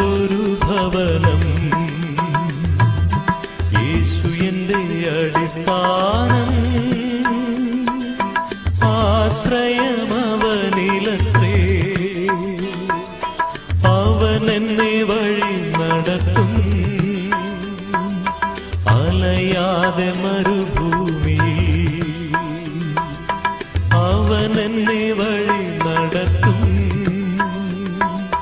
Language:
Malayalam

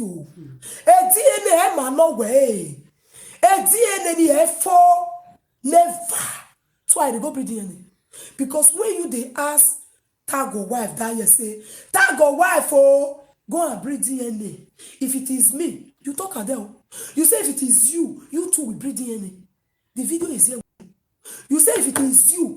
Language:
Nigerian Pidgin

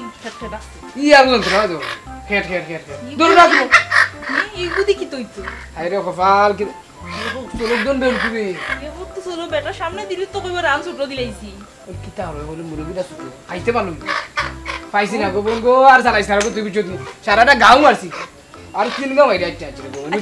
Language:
Sylheti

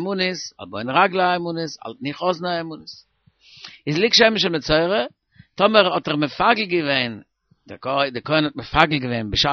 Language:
Yiddish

